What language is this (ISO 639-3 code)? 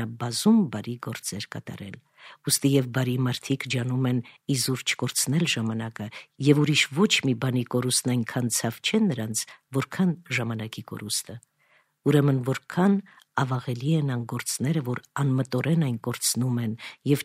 hye